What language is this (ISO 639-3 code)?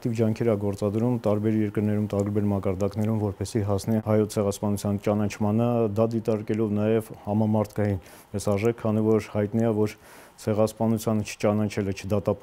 hye